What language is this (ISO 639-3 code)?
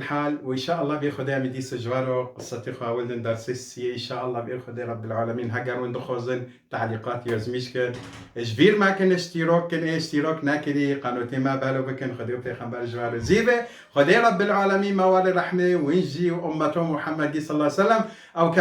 kur